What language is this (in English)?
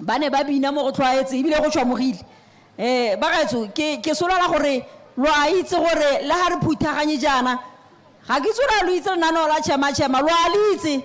Tswana